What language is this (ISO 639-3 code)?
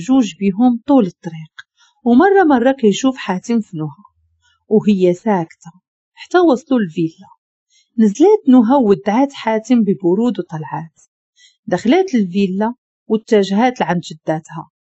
ary